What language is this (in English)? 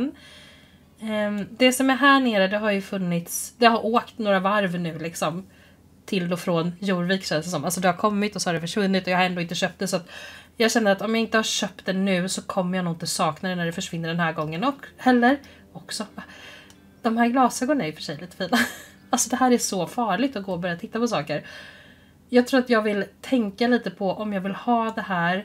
Swedish